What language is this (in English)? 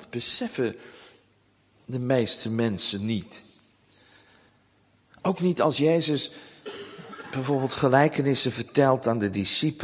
Dutch